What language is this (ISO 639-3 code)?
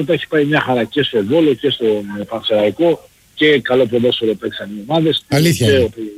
ell